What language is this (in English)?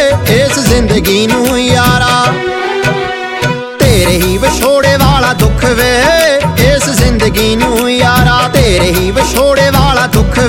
Punjabi